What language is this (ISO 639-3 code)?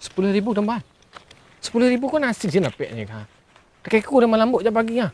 min